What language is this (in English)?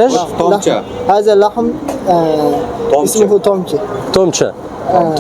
Egyptian Arabic